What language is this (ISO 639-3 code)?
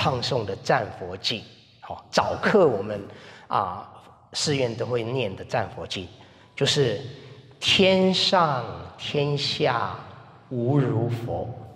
zho